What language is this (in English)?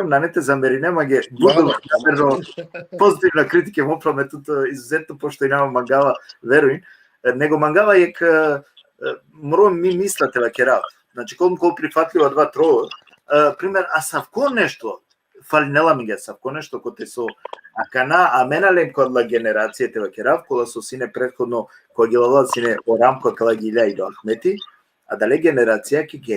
Balkan Romani